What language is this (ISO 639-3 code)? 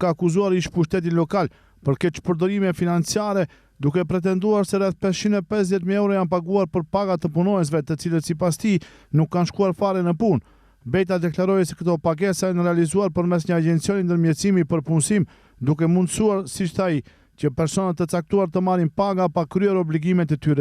sqi